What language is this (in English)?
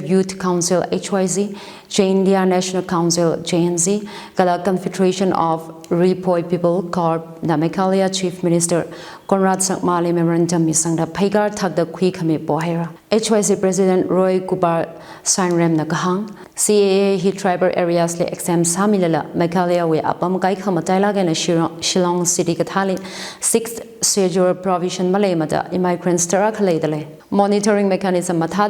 Tangkhul Naga (India)